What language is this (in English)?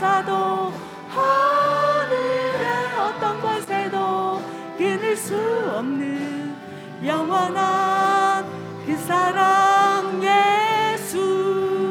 Korean